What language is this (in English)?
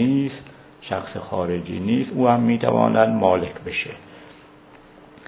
Persian